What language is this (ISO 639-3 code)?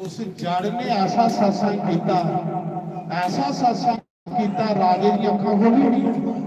doi